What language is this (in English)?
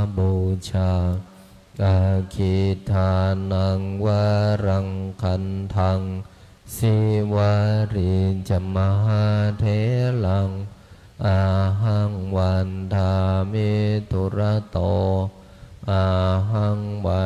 Pali